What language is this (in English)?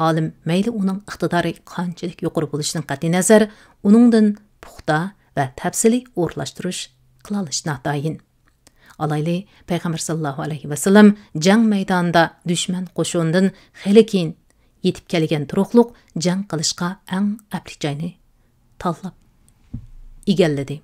Uyghur